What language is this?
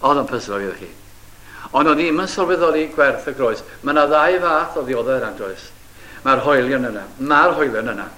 Welsh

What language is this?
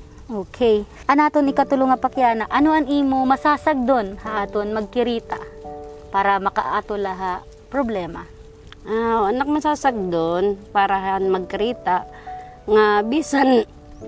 Waray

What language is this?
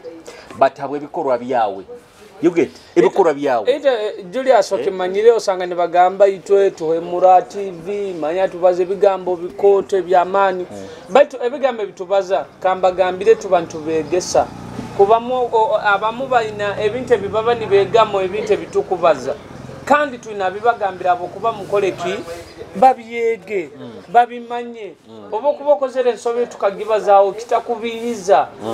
Nyoro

